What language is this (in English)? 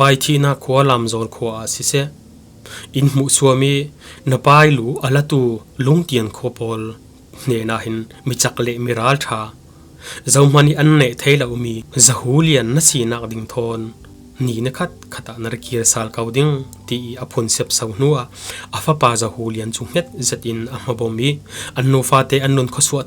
Falam Chin